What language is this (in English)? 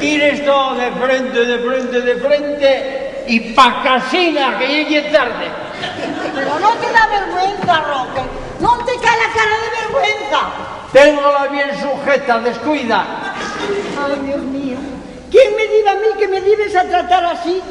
Asturian